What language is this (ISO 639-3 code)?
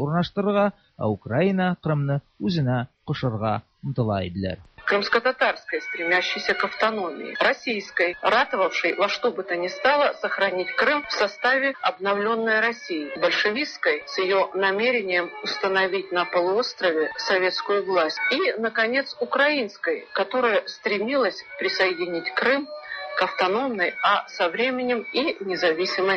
tat